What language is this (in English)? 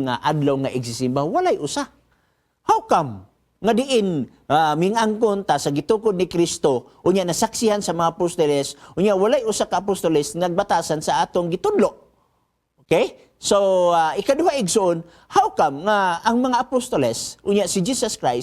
Cebuano